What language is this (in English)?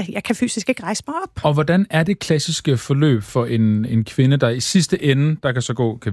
Danish